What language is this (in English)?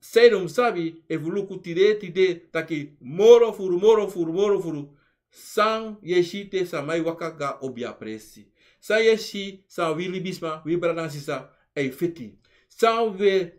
Sranan Tongo